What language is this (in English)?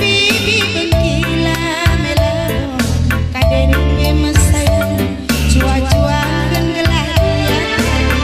Batak Karo